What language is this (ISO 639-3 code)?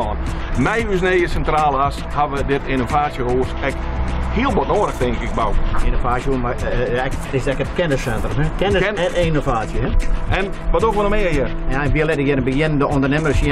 fry